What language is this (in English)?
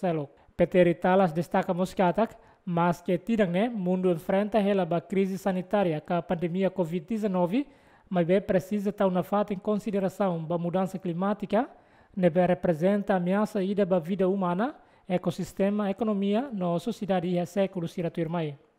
Tetum